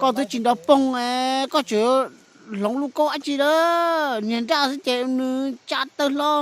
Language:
Hmong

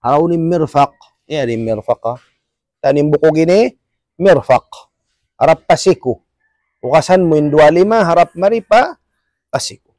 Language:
Tausug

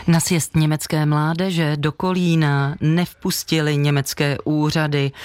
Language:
Czech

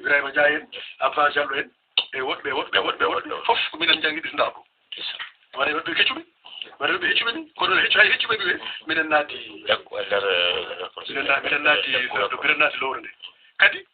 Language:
Fula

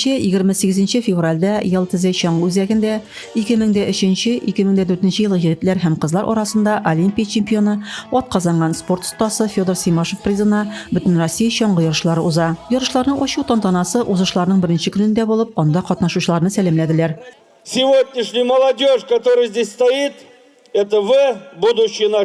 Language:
Tatar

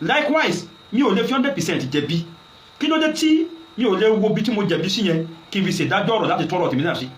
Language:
Yoruba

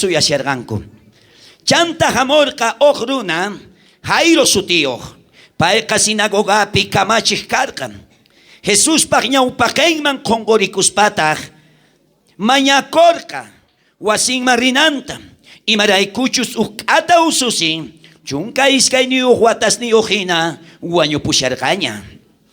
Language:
South Bolivian Quechua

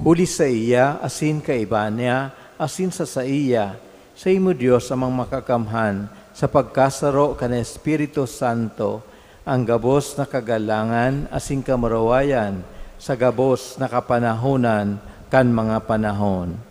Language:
Bikol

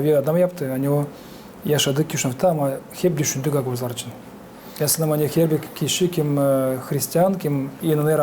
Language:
Gagauz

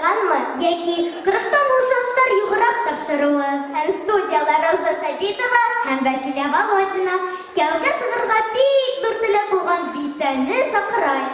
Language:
Bashkir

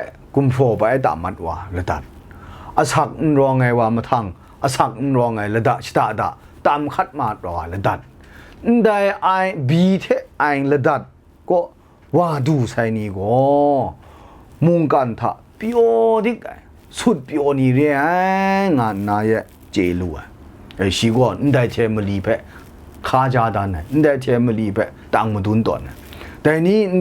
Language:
Kachin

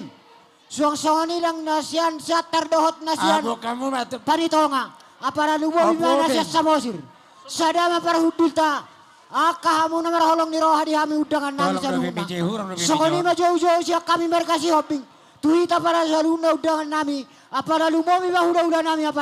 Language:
Batak Toba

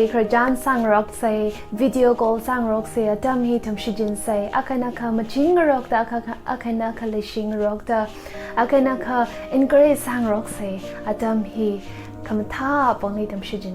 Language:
Tangkhul Naga (India)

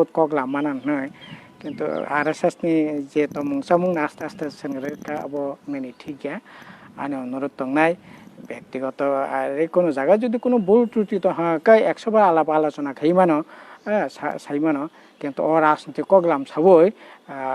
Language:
Kok Borok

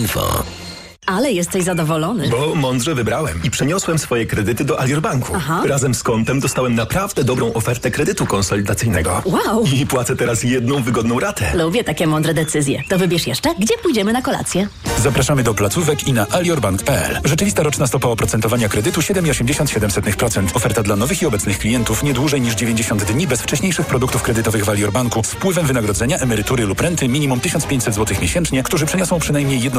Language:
Polish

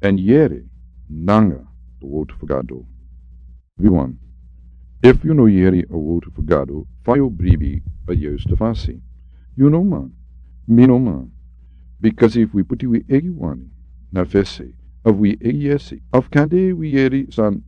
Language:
Sranan Tongo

